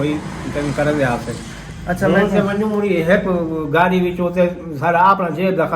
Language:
Saraiki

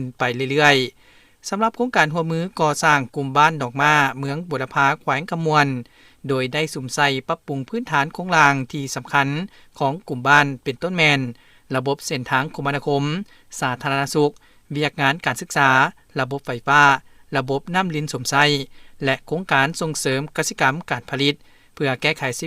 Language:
Lao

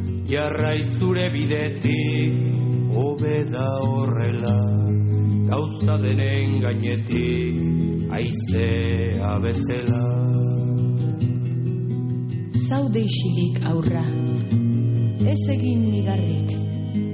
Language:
Basque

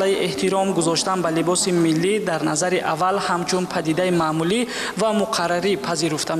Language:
Tajik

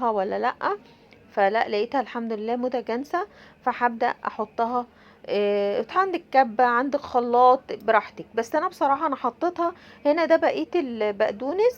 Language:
Egyptian Arabic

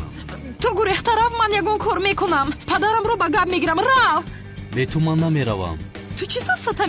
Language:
Tajik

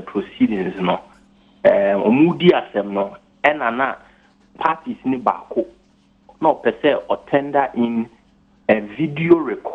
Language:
Akan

